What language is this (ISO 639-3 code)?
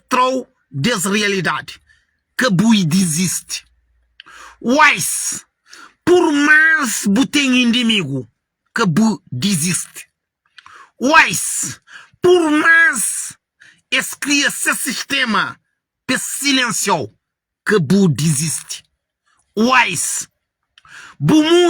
kea